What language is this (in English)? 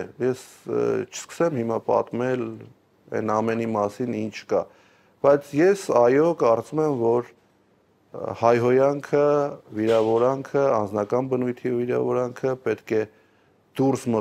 Armenian